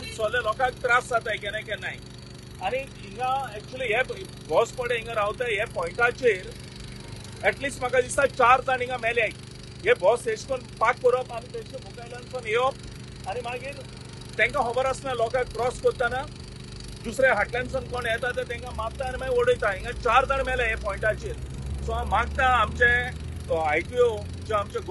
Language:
Konkani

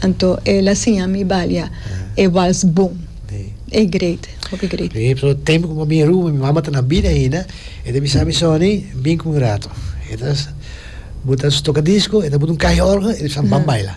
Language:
Papiamento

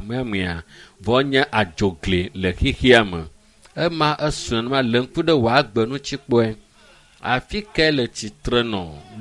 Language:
Ewe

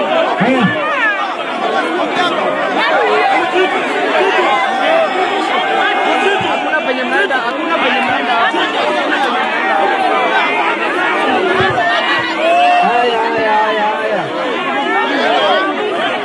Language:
Swahili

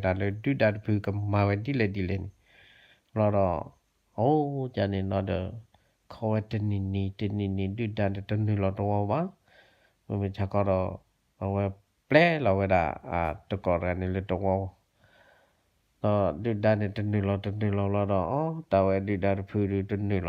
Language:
S'gaw Karen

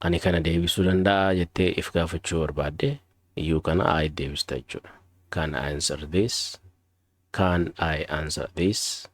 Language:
Oromo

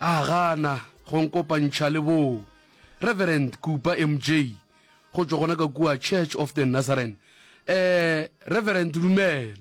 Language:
Northern Sotho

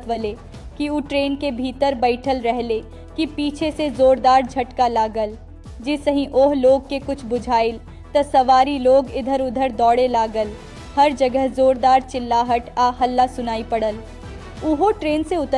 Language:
Bhojpuri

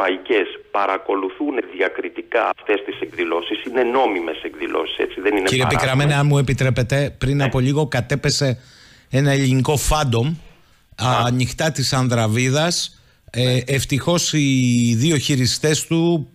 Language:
Greek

